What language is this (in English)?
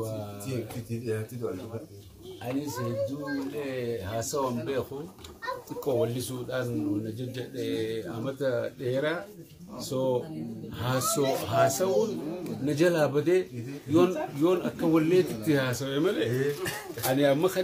Oromo